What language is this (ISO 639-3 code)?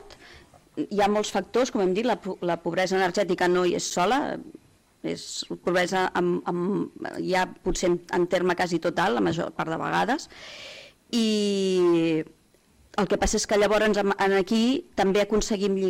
cat